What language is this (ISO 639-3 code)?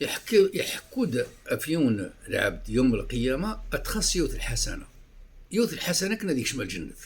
kab